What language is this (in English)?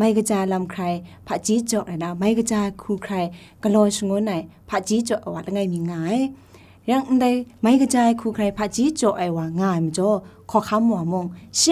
Kachin